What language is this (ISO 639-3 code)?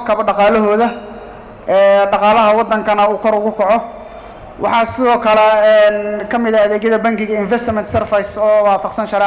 som